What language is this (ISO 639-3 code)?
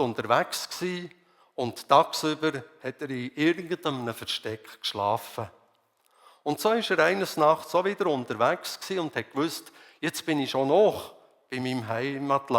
gsw